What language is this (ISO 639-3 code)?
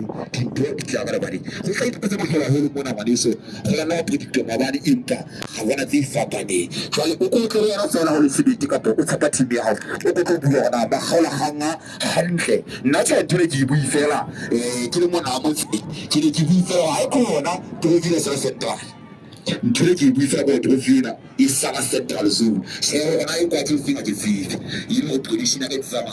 sot